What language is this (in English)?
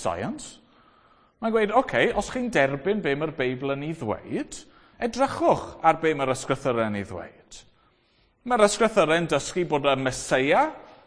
Welsh